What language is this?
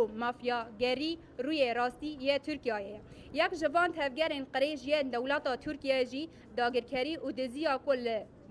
Kurdish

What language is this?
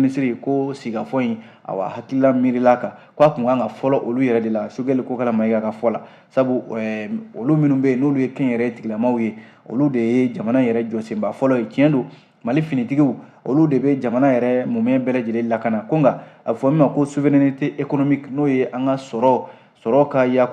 Bambara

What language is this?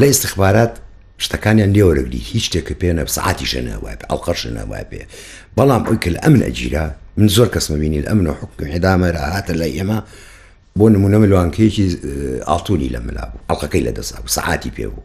Central Kurdish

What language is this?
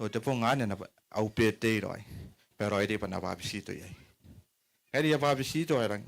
Gilbertese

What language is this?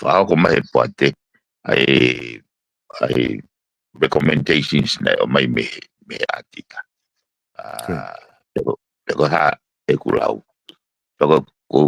Tongan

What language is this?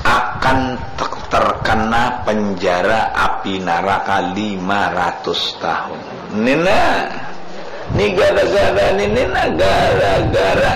Banjar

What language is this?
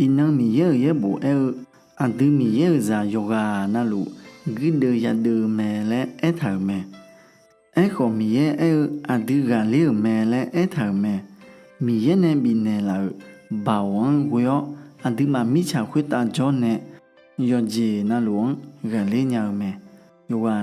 Akha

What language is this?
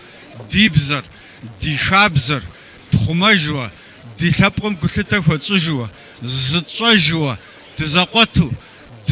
Kabardian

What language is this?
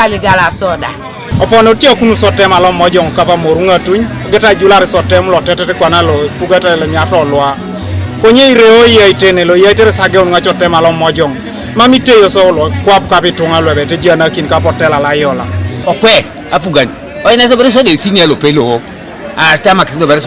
Teso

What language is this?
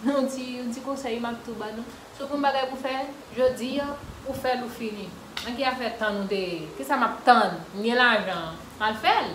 Haitian Creole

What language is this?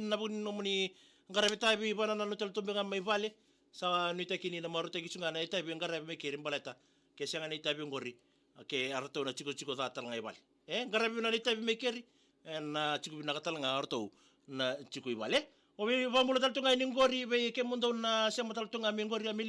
Fijian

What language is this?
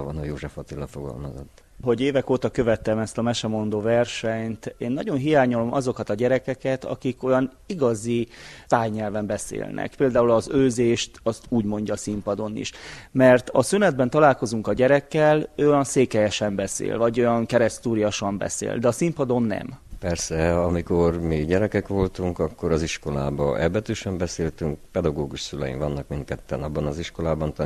Hungarian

